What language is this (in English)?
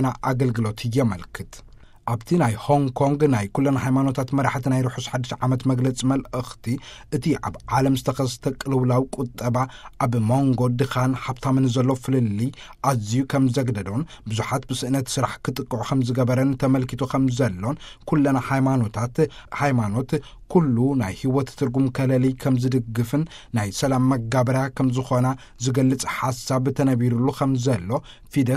Tigrinya